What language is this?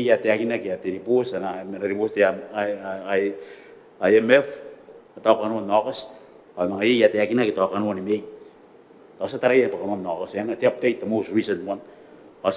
Gilbertese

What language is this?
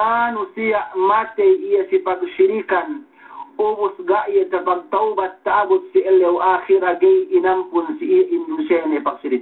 Yakan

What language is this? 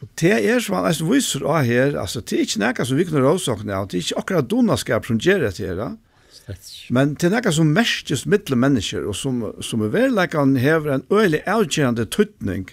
Faroese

